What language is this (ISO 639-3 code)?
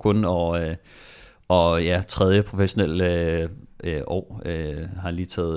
dan